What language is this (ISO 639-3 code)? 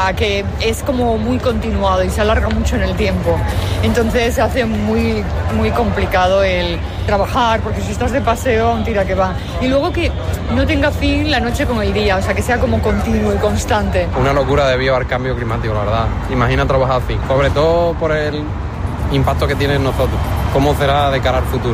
spa